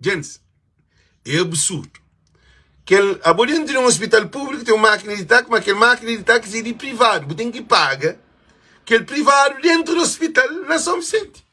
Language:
Kabuverdianu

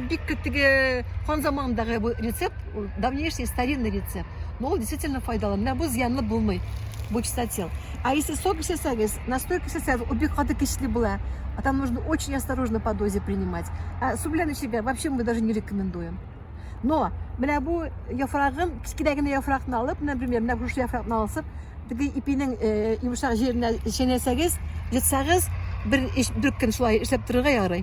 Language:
Tatar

